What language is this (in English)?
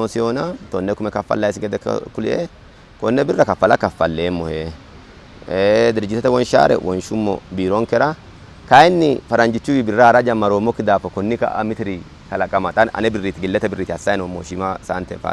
Sidamo